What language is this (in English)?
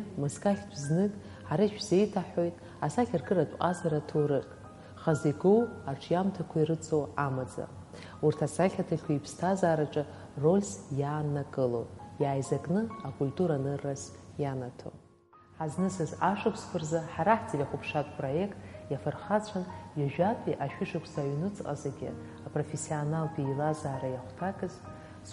Abkhazian